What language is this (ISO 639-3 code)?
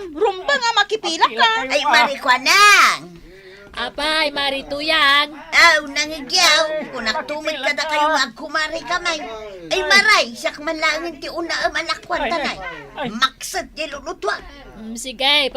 ilo